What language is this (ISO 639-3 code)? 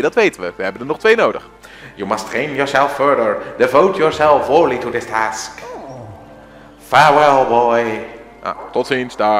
nld